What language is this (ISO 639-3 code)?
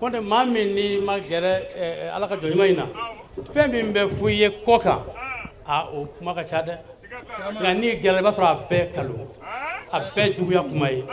bam